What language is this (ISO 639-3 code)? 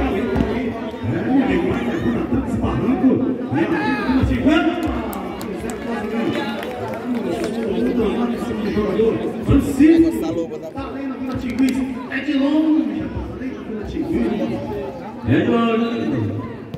por